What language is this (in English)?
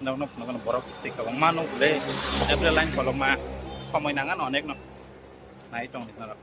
Kok Borok